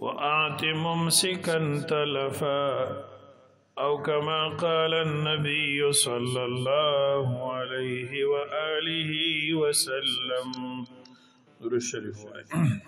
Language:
Pashto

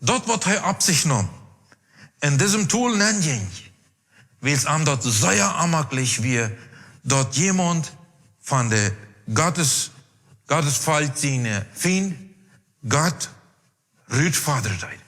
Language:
Plautdietsch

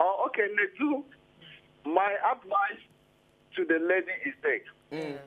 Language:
Nigerian Pidgin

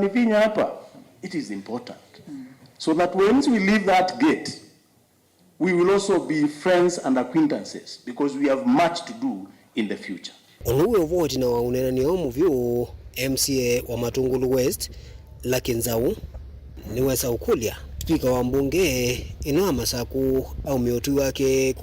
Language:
Kamba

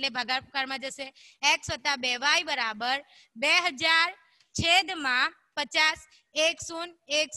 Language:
Gujarati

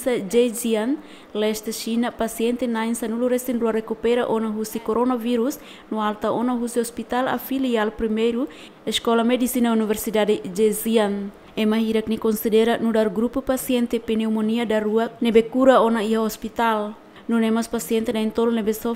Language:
Tetum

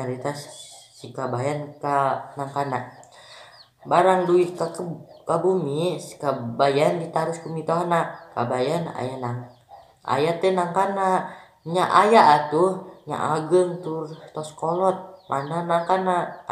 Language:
Sundanese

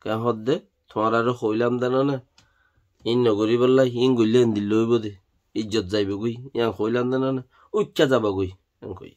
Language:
Rohingya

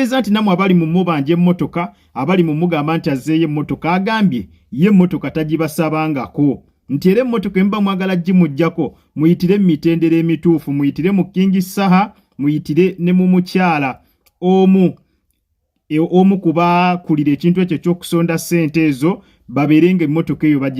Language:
Ganda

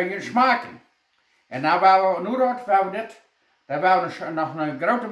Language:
Plautdietsch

